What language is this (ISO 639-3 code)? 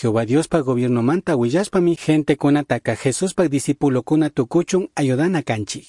qug